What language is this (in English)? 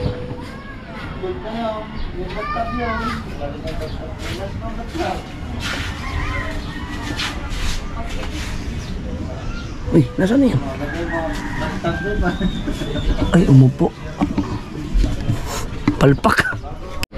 Filipino